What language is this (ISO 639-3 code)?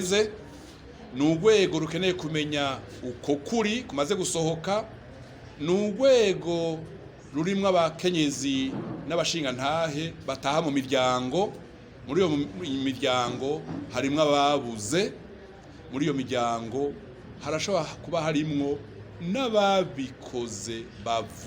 run